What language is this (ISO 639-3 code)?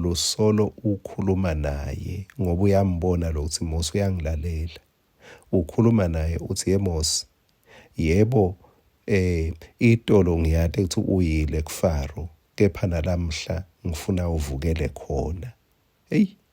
ssw